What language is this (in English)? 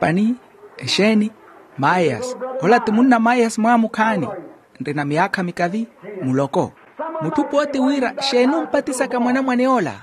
Makhuwa